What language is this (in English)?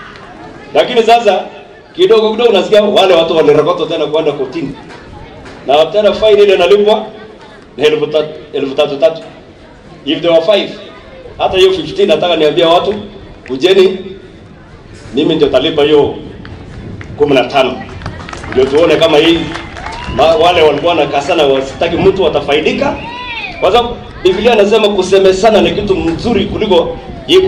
Swahili